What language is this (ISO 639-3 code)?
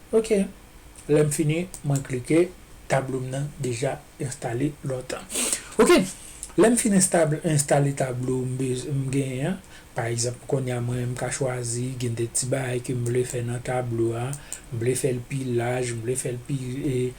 hat